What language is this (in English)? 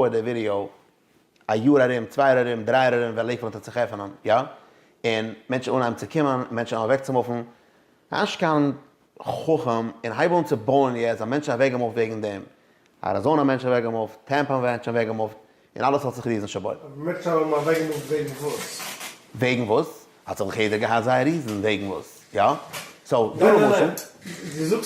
Yiddish